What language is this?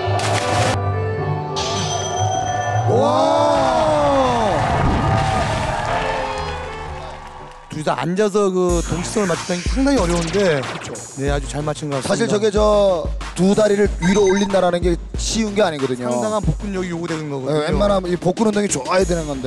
Korean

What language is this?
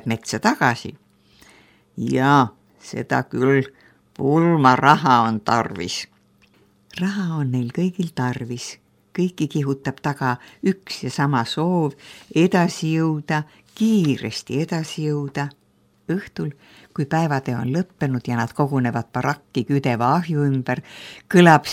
Estonian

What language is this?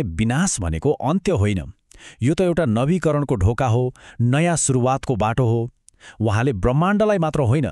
Nepali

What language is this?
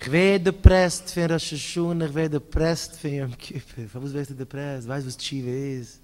Yiddish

